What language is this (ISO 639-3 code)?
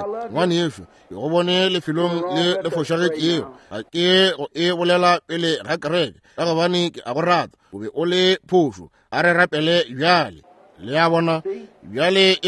nso